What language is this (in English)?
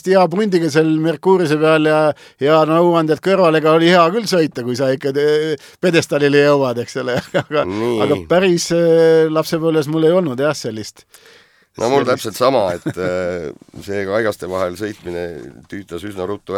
Estonian